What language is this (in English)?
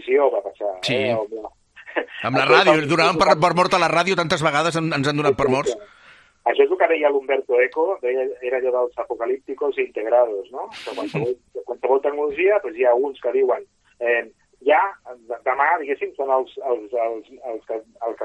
Catalan